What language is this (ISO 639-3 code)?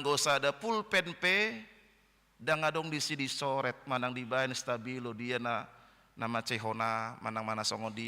bbc